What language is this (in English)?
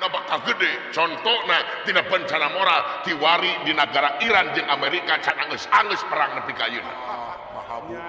Sundanese